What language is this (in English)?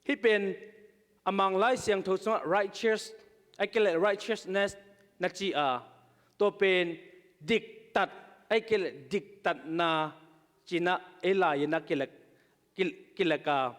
Tedim Chin